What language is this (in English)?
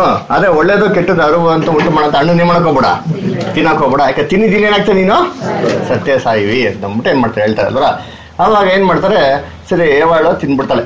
Kannada